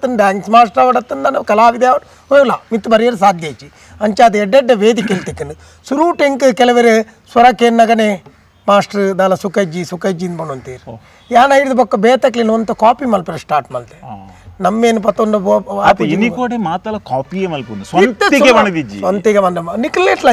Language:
Tulu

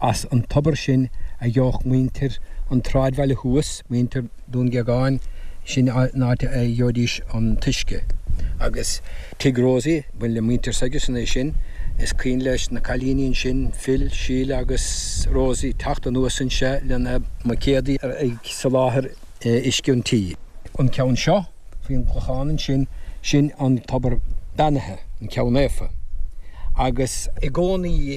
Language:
Irish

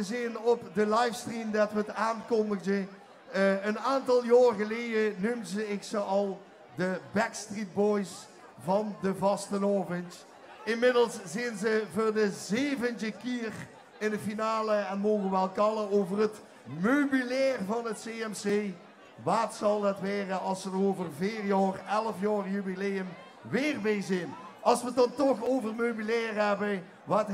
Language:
Limburgish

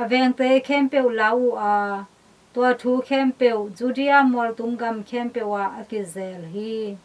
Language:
Tedim Chin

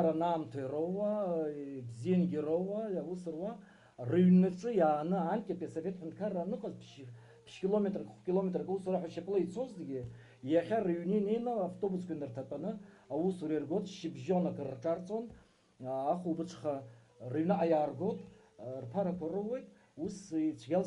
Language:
Abkhazian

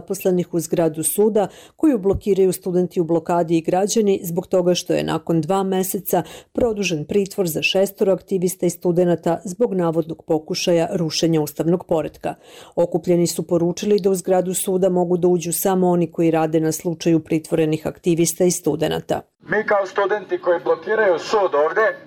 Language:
Bosnian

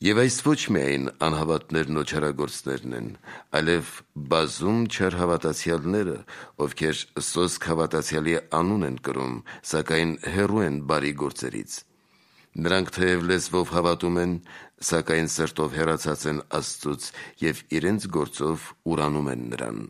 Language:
Armenian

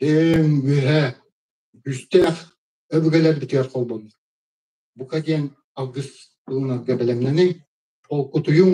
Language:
Yakut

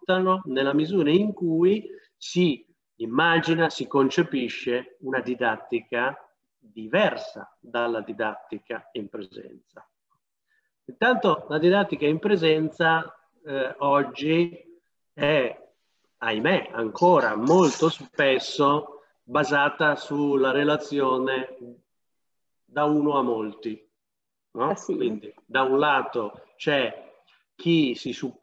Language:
Italian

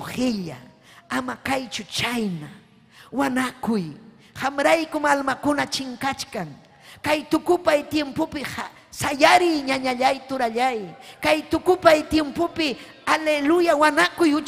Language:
Ayacucho Quechua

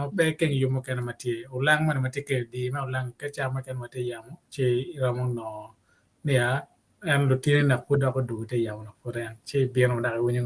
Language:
Acoli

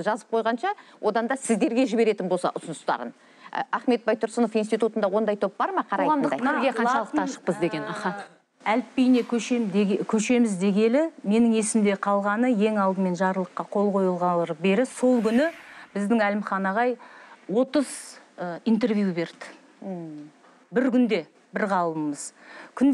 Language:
Kazakh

